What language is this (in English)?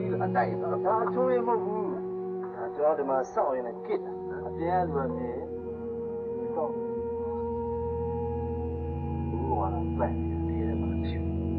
Burmese